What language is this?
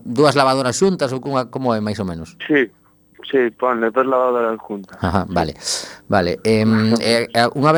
Galician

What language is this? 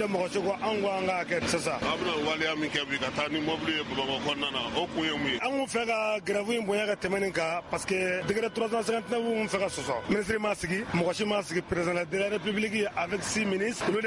Bambara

